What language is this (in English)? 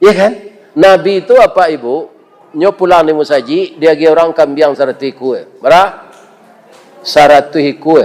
Minangkabau